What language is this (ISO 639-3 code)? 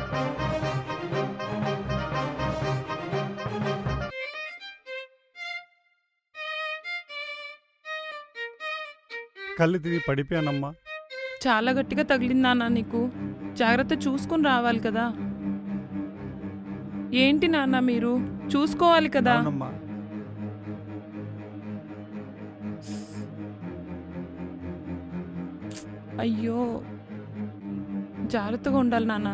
tel